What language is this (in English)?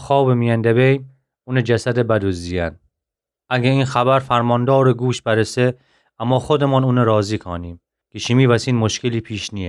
Gilaki